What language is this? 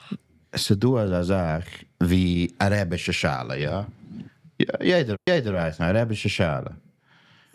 Yiddish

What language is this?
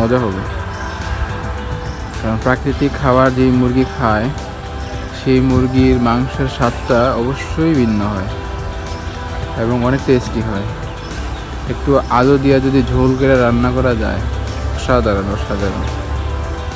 Bangla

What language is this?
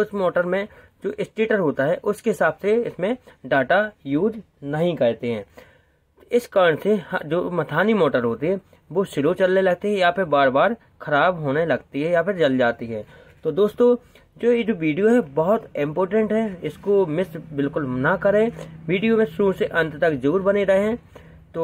Hindi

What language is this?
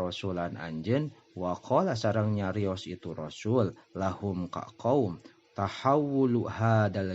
Sundanese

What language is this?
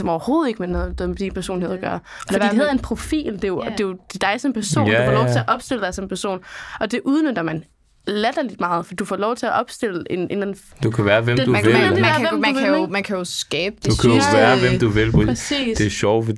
Danish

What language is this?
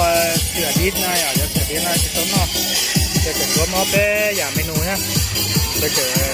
Hmong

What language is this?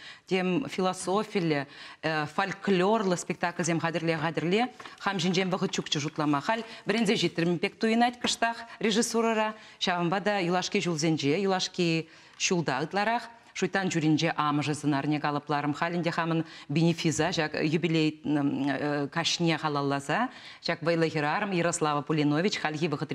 Chuvash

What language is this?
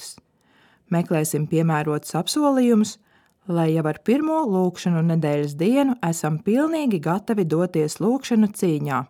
Latvian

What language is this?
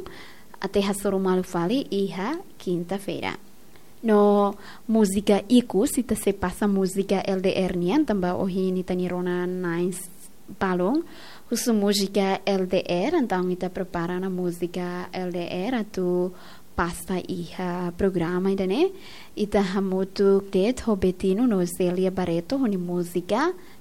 Tetum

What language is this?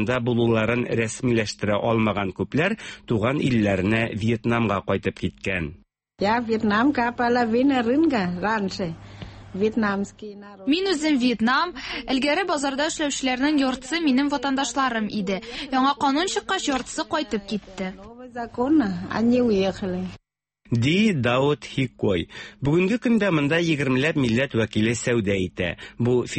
Tatar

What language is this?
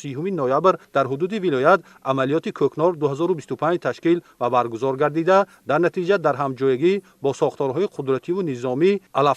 Tajik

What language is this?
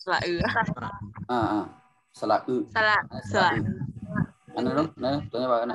Shan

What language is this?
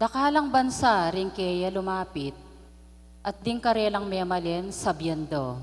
Pampanga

